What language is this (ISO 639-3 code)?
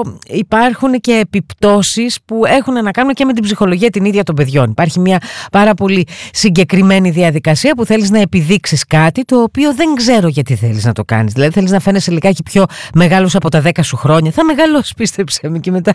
ell